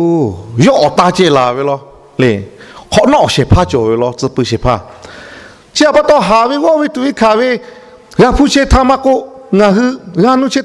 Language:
Lahu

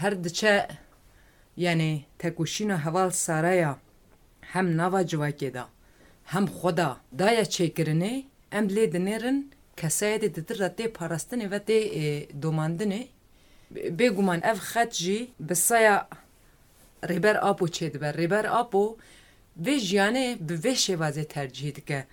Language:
Kurdish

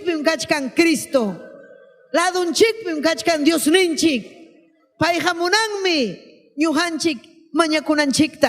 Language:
Ayacucho Quechua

